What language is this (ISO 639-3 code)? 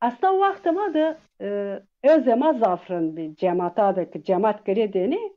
zza